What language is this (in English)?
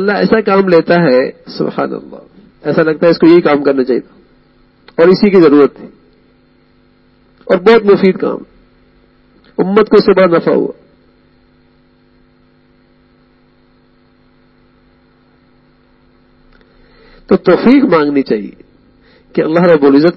Urdu